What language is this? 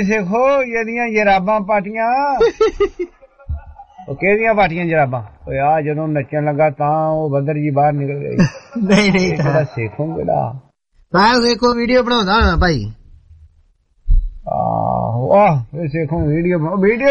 Punjabi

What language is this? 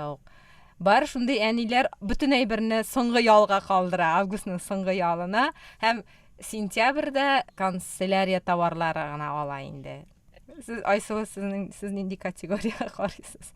Tatar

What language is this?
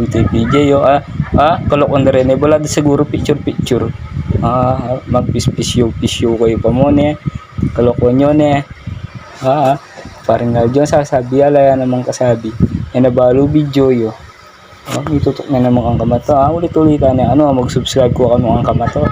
Pampanga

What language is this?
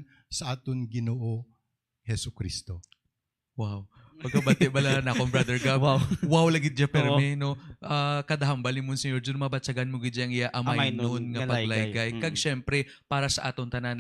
Hiligaynon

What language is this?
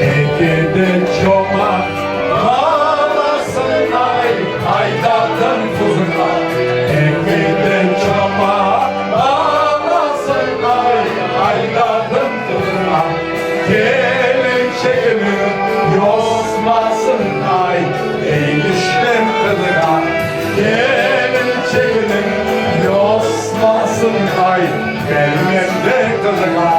Crimean Tatar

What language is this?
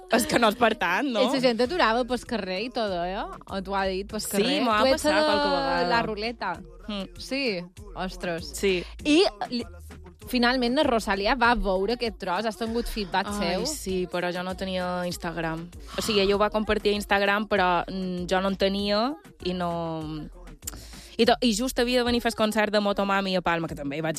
Catalan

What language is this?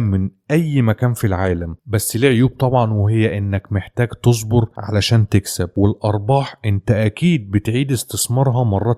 Egyptian Arabic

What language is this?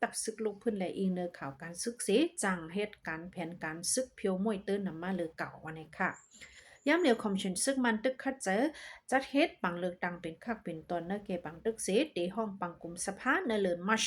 Shan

